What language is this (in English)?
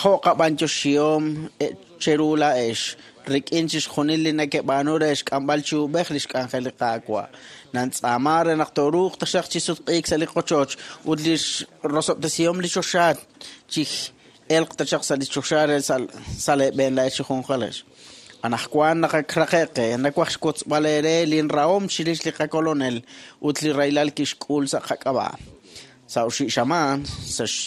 Kekchí